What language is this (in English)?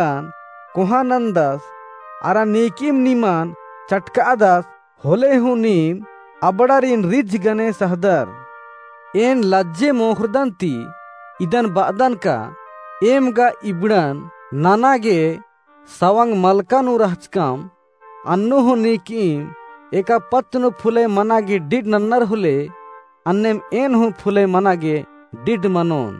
Kurukh